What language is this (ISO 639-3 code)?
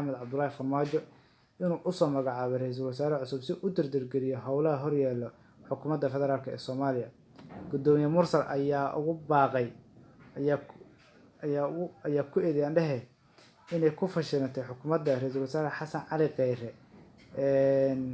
som